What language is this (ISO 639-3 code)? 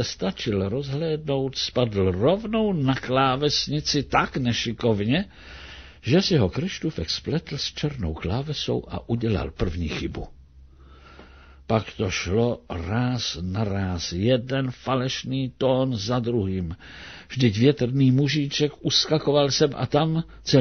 ces